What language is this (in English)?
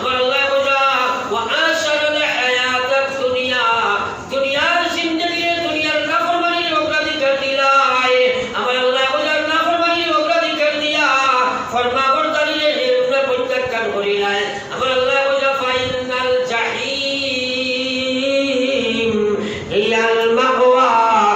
Sylheti